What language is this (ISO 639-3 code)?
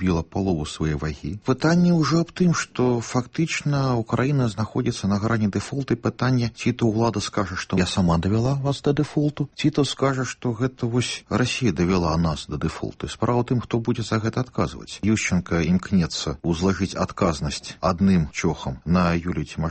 bel